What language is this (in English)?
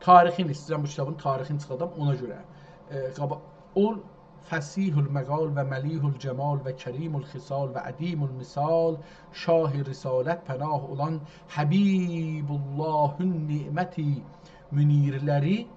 South Azerbaijani